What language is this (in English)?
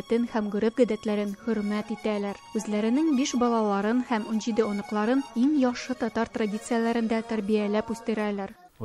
Tatar